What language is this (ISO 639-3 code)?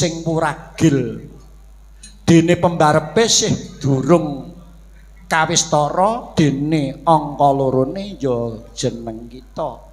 jav